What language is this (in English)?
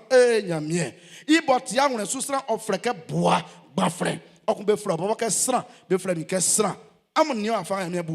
Baoulé